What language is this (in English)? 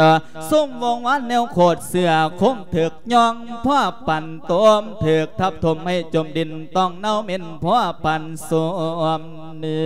Lao